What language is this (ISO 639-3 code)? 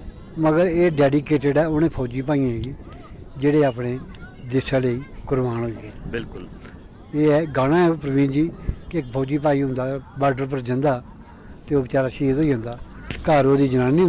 doi